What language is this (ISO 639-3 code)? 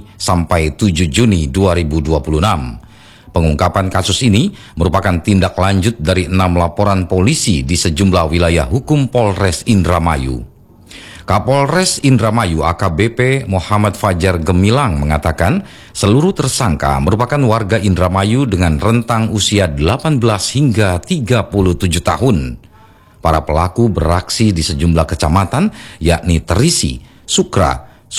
ind